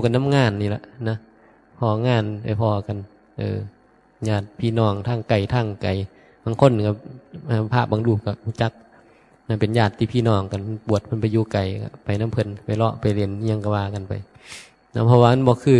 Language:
Northeastern Thai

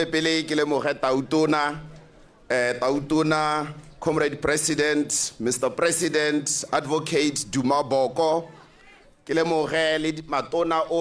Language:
Tswana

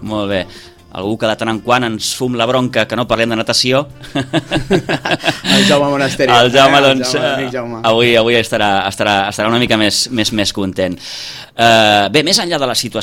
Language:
Catalan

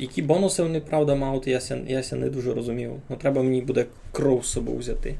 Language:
Rusyn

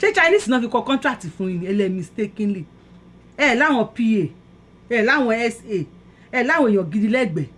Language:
Yoruba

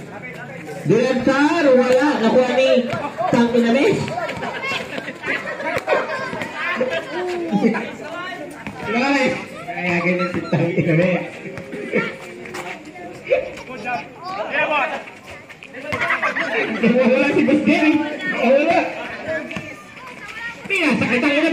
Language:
Filipino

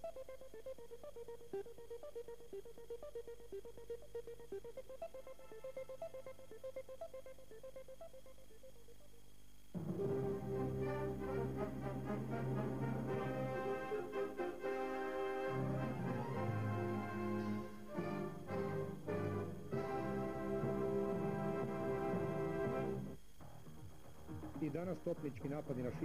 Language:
Croatian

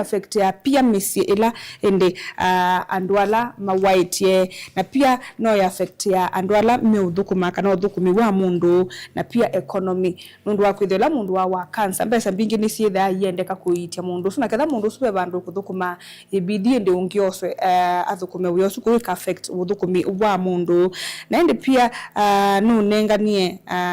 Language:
Kamba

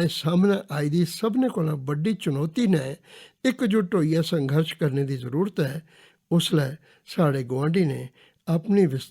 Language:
Dogri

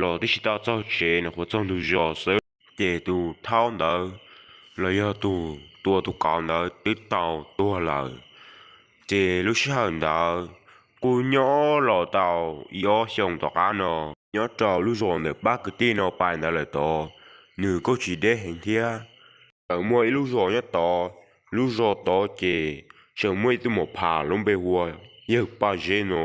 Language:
Hmong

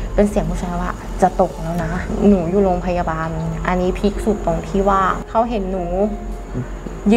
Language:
Thai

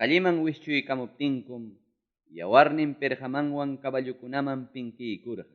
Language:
Ayacucho Quechua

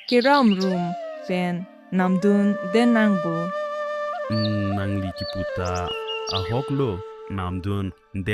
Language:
Karbi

